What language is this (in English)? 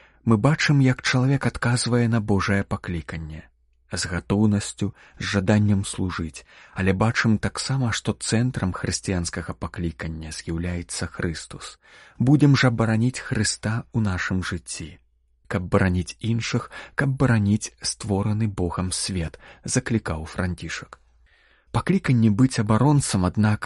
Belarusian